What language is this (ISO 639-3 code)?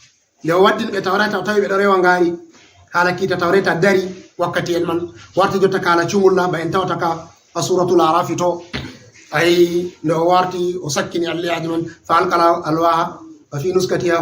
ful